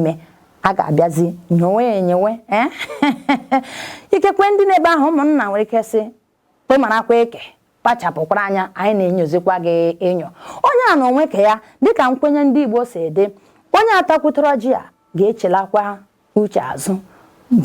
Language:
Igbo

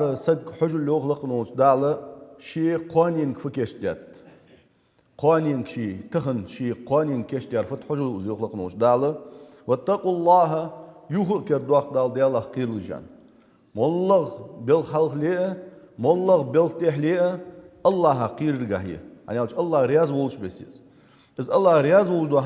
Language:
Ingush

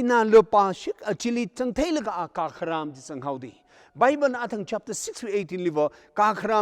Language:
Tangkhul Naga (India)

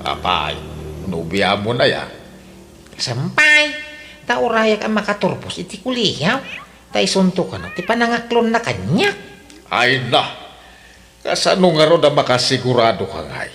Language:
Iloko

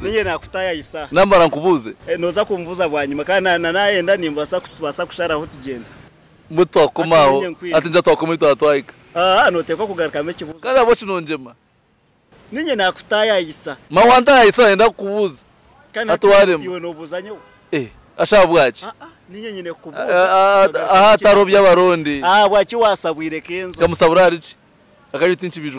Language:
Nyankole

